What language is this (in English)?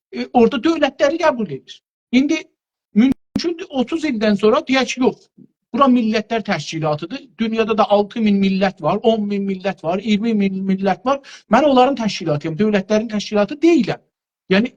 South Azerbaijani